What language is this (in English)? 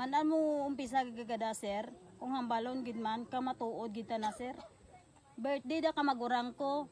Hiligaynon